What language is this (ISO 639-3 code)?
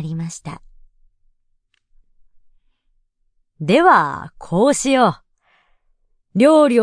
jpn